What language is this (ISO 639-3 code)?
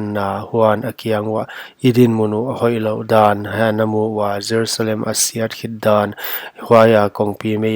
pck